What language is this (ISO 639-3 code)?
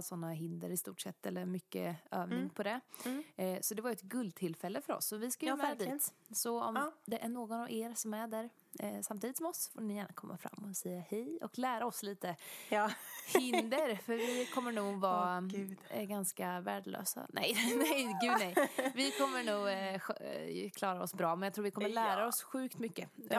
swe